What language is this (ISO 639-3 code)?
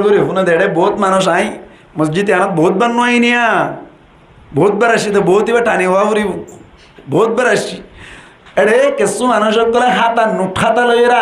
rhg